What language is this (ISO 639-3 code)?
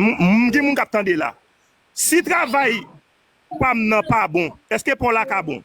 hat